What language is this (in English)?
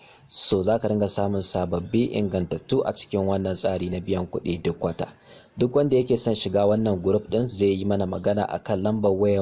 Hausa